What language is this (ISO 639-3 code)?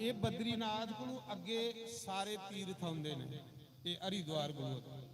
doi